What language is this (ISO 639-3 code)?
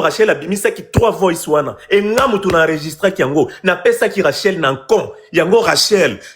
lin